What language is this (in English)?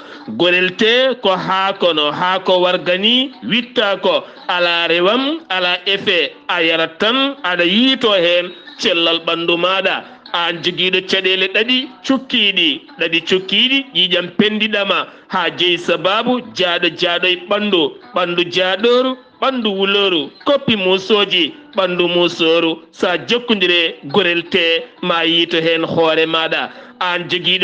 Fula